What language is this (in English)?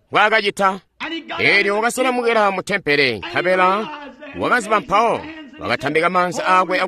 Tonga (Zambia)